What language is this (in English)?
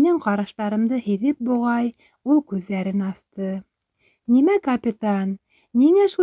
Bashkir